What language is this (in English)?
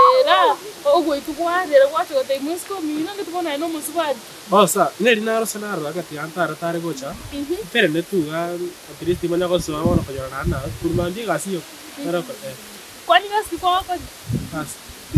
Gusii